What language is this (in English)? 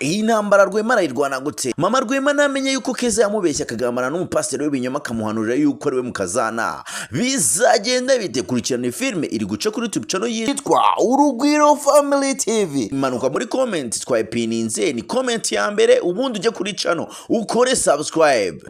Kinyarwanda